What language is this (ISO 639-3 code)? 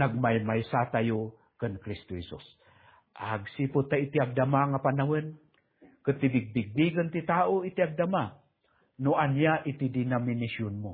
ilo